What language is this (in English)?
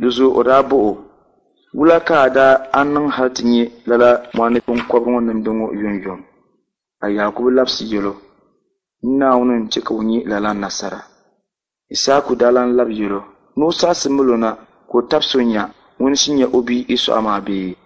Dagbani